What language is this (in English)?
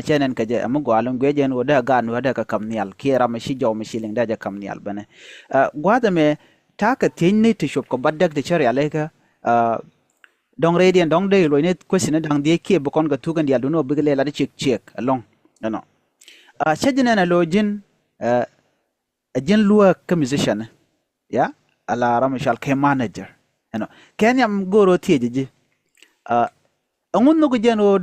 Nuer